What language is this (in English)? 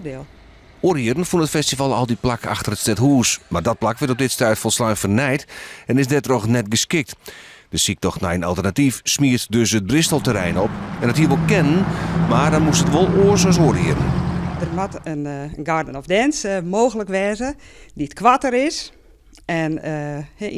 Western Frisian